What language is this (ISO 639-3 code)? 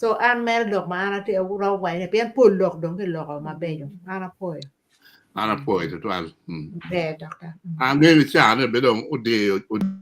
ach